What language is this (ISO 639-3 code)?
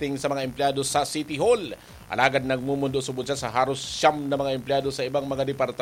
bik